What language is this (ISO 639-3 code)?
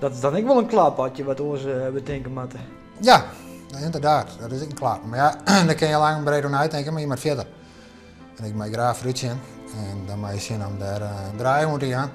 fry